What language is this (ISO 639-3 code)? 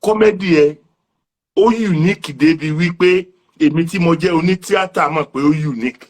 yor